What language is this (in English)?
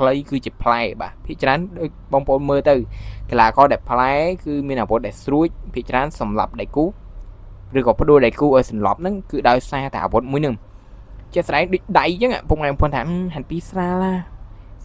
Khmer